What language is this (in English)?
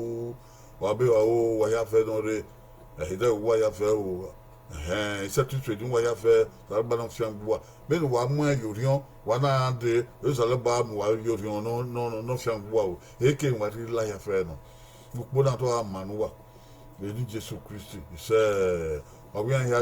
Bini